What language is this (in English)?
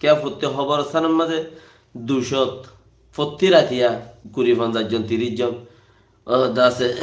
Rohingya